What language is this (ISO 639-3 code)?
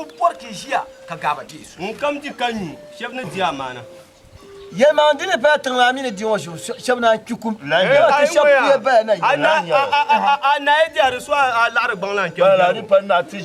dag